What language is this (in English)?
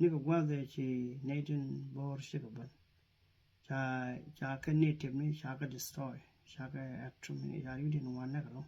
Nuer